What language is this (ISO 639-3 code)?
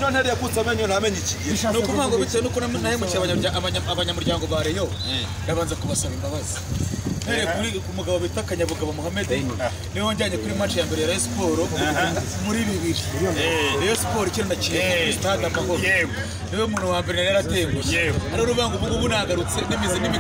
kin